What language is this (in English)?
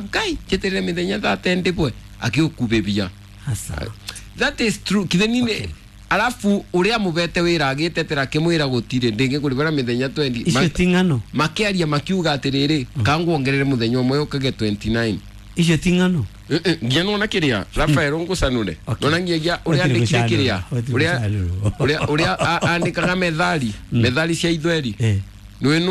Kikuyu